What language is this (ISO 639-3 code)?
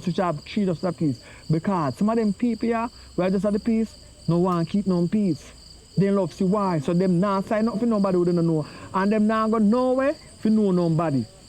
jam